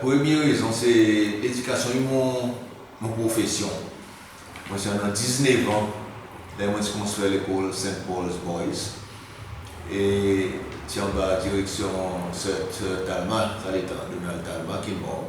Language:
Seselwa Creole French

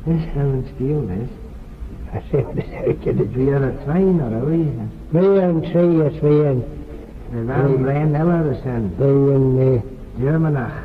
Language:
Manx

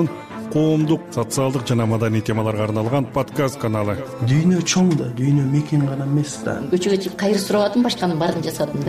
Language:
Kyrgyz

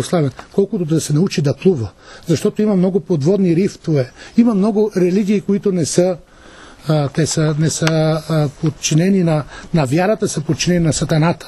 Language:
Bulgarian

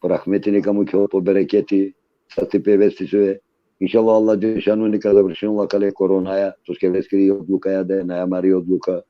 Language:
Balkan Romani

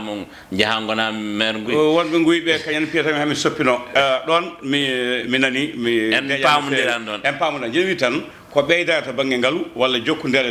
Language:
Fula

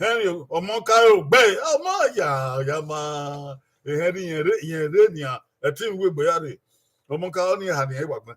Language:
Bini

